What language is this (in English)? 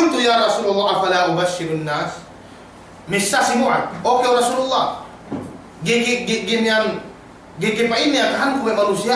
Yakan